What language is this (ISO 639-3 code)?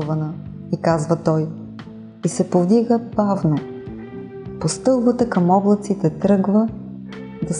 bul